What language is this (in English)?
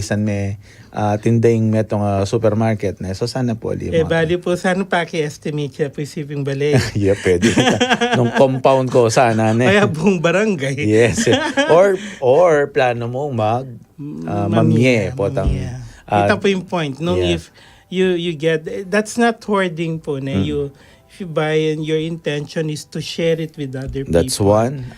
Pampanga